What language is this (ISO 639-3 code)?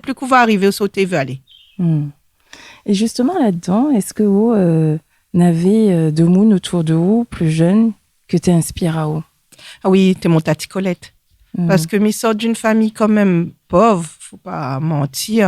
rcf